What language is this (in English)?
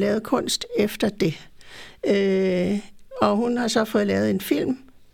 Danish